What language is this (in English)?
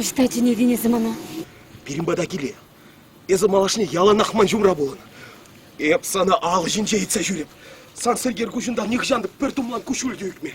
Chuvash